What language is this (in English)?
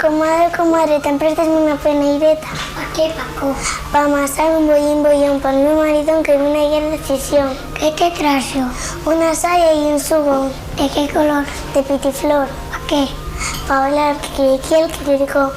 Asturian